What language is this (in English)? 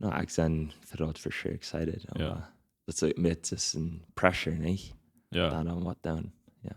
Plautdietsch